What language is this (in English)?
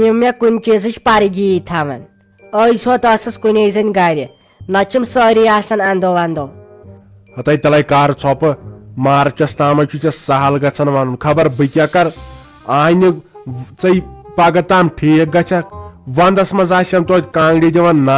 Kashmiri